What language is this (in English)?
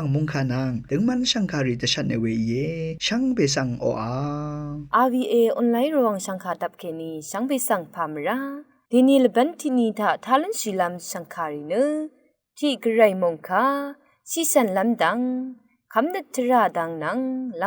Rawang